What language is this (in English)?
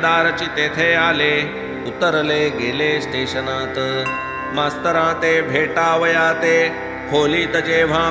Marathi